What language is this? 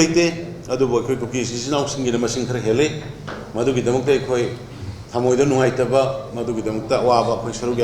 Manipuri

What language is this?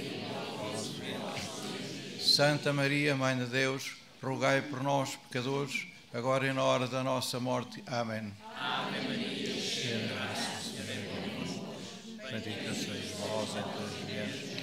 Portuguese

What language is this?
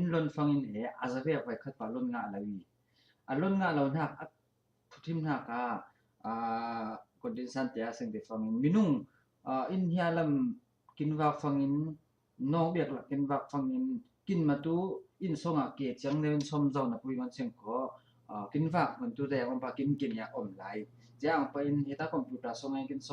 Falam Chin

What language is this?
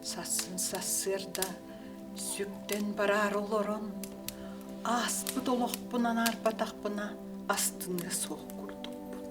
Yakut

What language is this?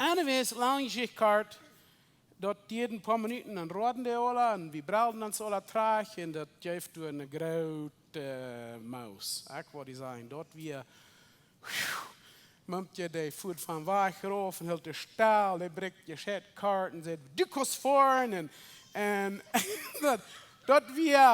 Plautdietsch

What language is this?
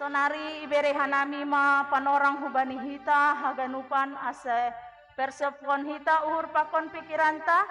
Batak Simalungun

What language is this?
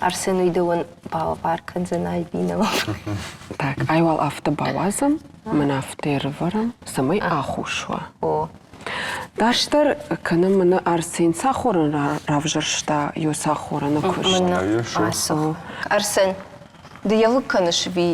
Ossetic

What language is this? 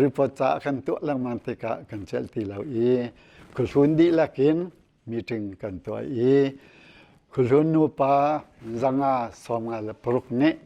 Hakha Chin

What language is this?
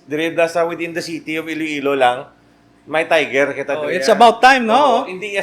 Hiligaynon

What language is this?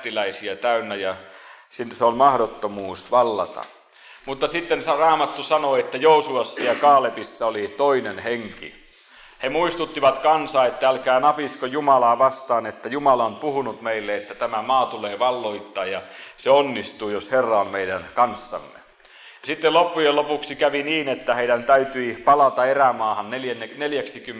Finnish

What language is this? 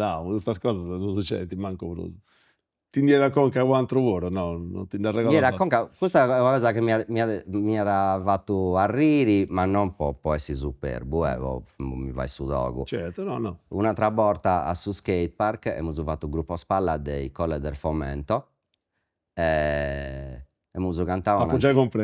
Sardinian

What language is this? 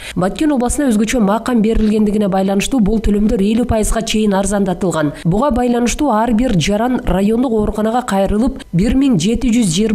Kyrgyz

